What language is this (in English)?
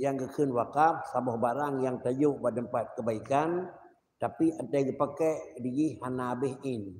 Achinese